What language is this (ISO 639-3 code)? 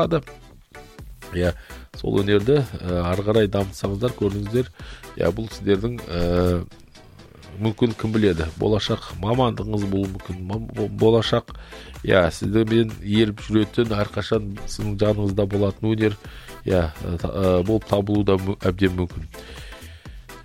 kaz